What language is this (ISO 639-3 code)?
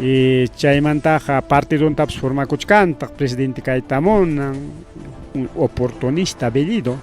quy